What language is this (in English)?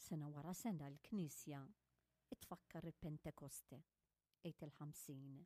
Maltese